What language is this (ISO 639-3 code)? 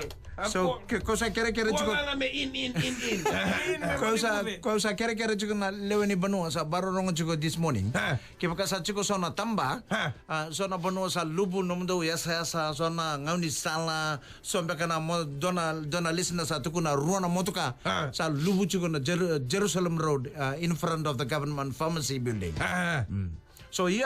fij